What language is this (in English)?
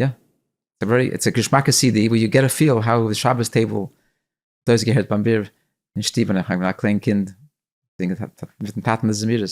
Yiddish